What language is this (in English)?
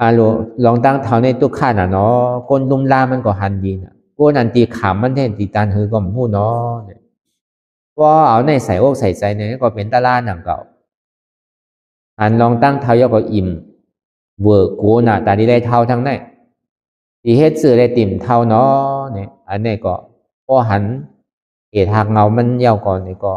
Shan